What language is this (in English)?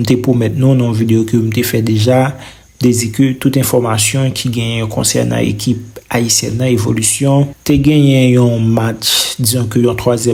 Haitian Creole